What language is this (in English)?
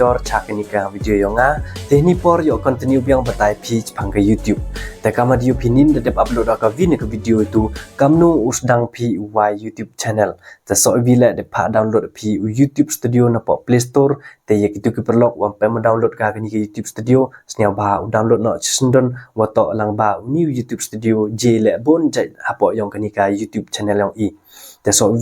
Khasi